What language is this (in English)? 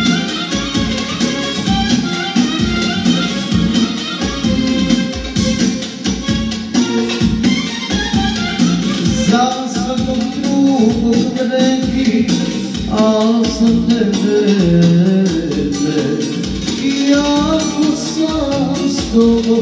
Croatian